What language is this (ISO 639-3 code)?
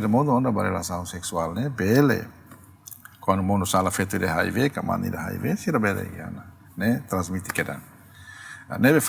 tet